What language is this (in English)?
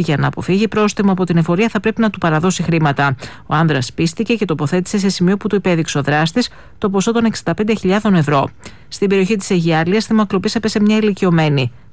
Greek